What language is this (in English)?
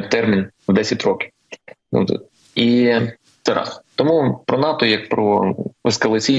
Ukrainian